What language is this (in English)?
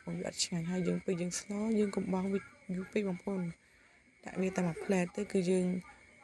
Khmer